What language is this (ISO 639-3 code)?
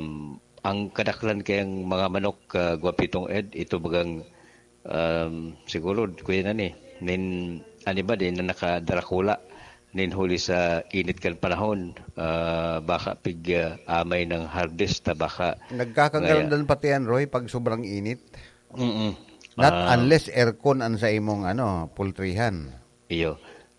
bik